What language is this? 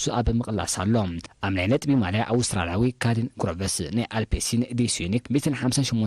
Tigrinya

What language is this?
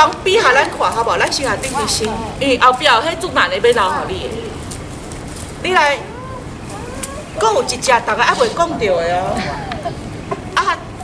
Min Nan Chinese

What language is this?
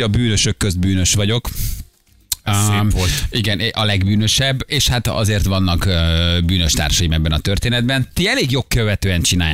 Hungarian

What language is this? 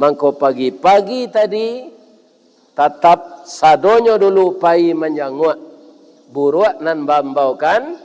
Minangkabau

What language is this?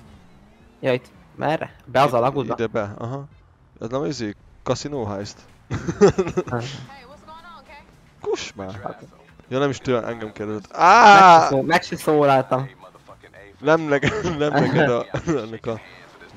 Hungarian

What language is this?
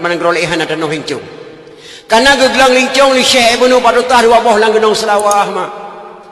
Achinese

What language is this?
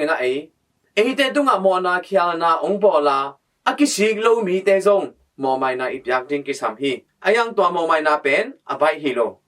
Tedim Chin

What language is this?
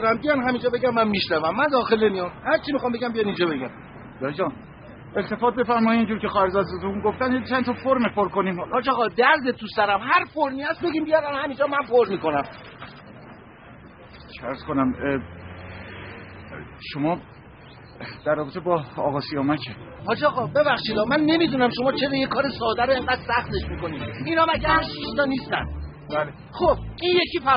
Persian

